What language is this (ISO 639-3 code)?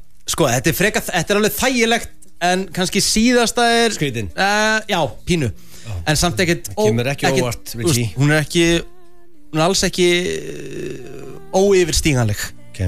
isl